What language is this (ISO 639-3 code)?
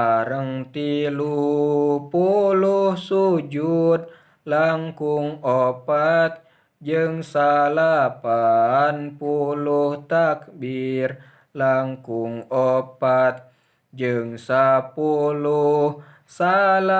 sun